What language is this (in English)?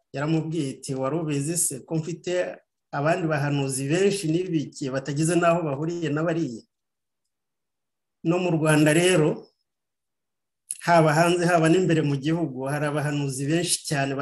Kinyarwanda